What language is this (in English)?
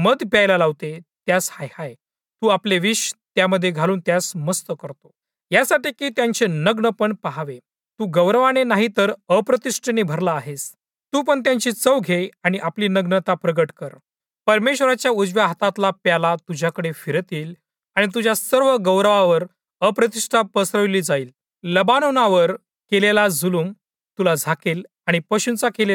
Marathi